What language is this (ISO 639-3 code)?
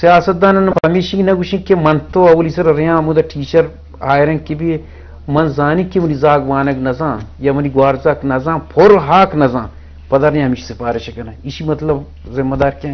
bgp